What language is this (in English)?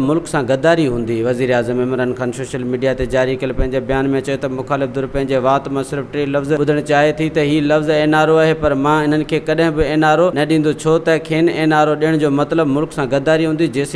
Sindhi